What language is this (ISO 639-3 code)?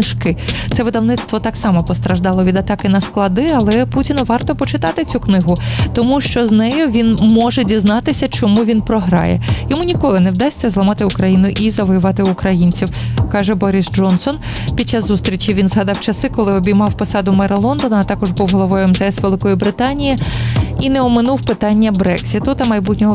ukr